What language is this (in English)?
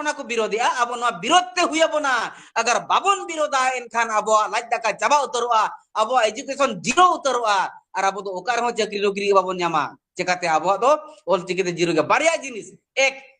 Santali